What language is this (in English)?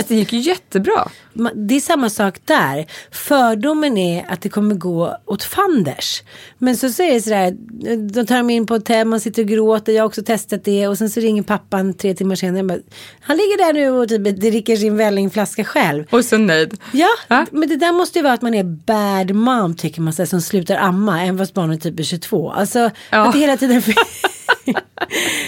Swedish